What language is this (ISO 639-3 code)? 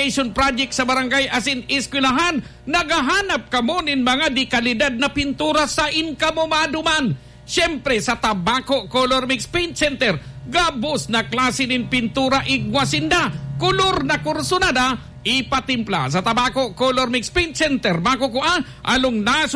bik